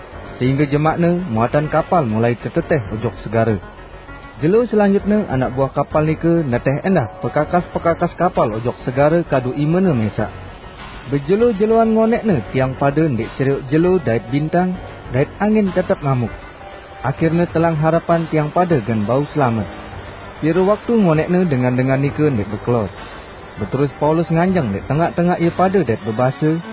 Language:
Sasak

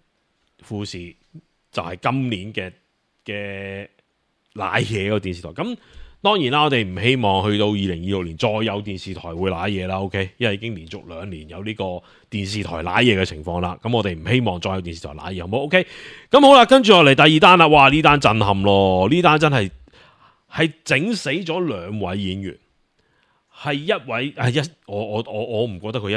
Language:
Cantonese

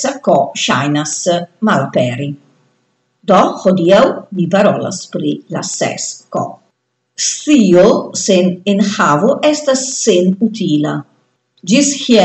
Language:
Esperanto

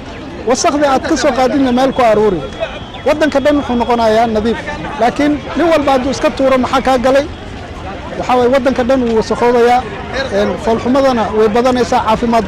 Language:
Somali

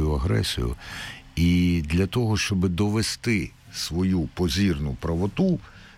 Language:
Ukrainian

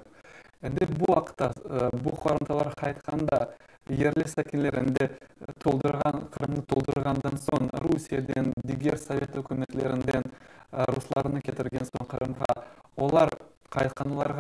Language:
Crimean Tatar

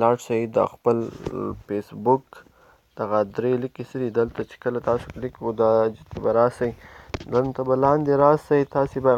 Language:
Pashto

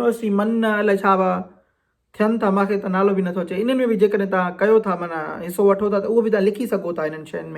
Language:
Sindhi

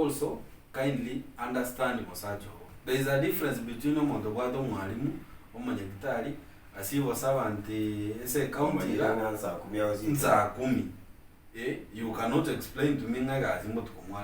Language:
Gusii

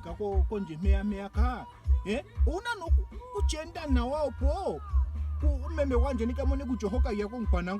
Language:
Ndonga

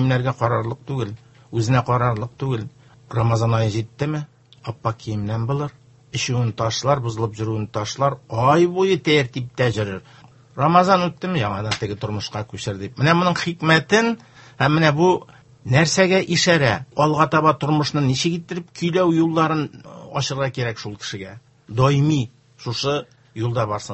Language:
Tatar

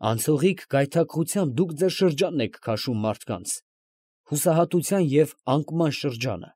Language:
Armenian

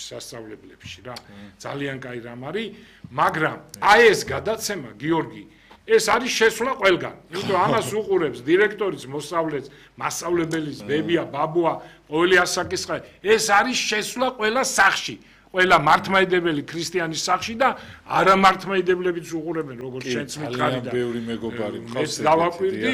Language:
Georgian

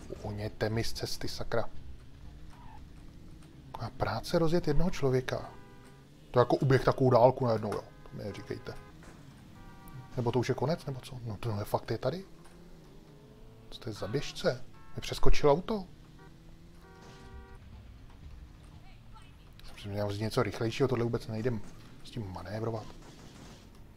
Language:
Czech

